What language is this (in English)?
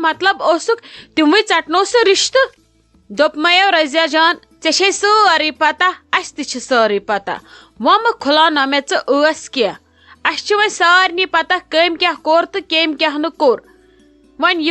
Kashmiri